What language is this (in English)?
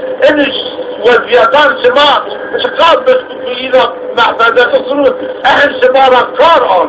Zaza